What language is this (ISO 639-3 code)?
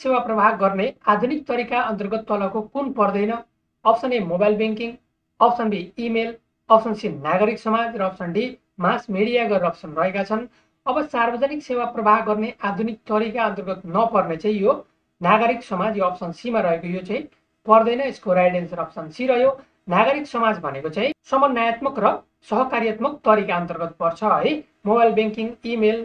nep